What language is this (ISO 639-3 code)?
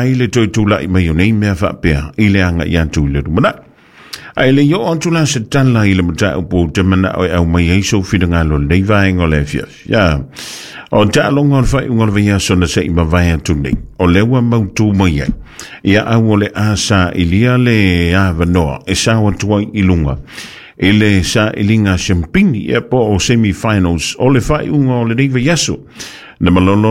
smo